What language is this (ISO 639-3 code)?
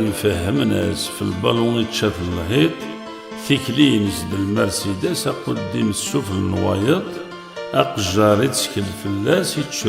kab